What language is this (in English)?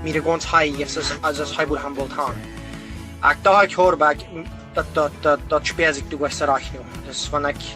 Plautdietsch